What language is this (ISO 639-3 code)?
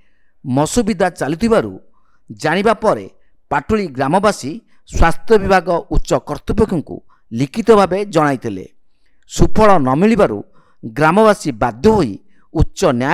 ori